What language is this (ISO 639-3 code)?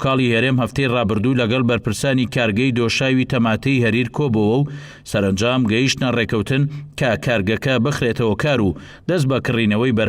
ckb